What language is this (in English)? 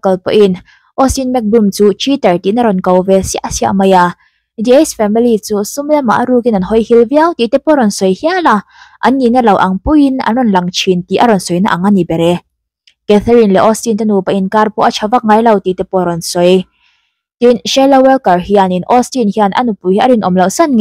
Mizo